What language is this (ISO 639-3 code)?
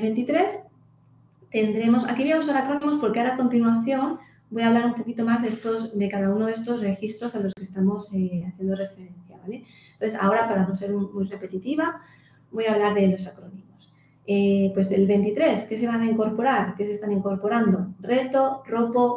spa